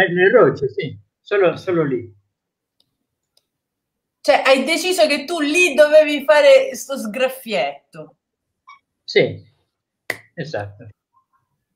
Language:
Italian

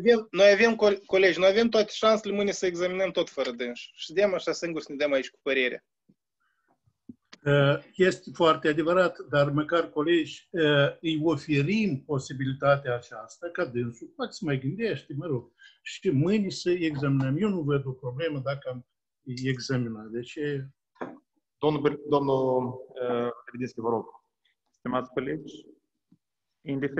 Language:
Romanian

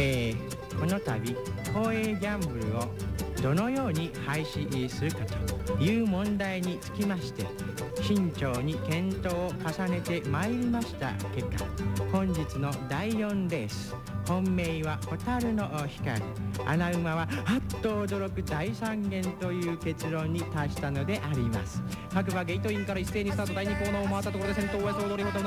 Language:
Japanese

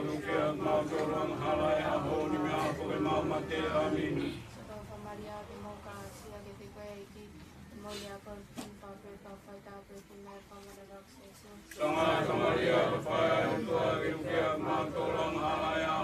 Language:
Tongan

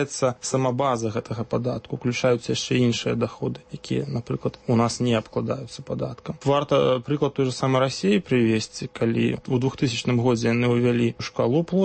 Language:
Belarusian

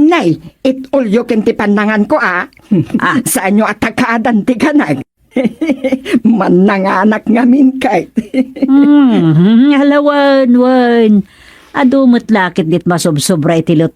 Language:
Iloko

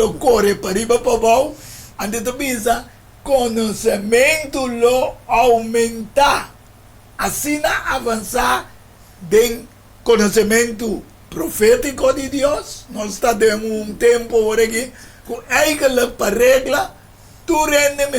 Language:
Papiamento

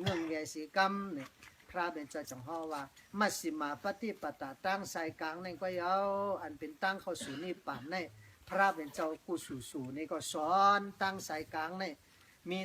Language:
Shan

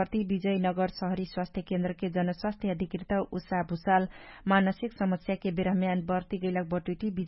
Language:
Dangaura Tharu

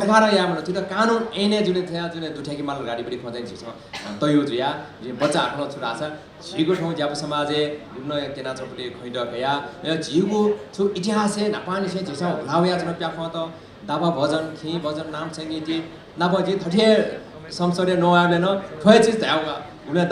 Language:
Newari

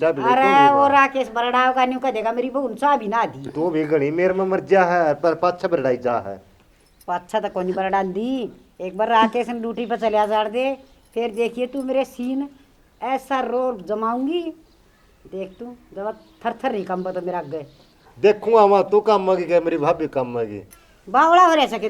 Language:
Haryanvi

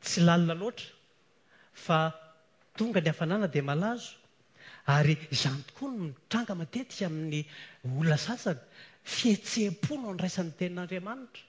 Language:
Malagasy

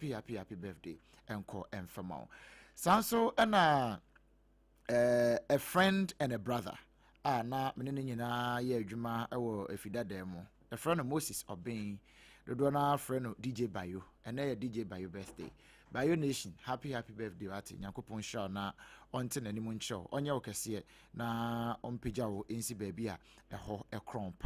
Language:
Akan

